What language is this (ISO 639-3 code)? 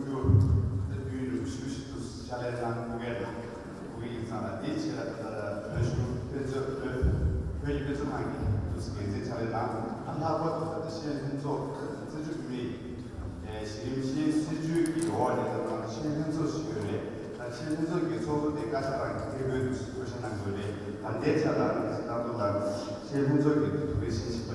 bod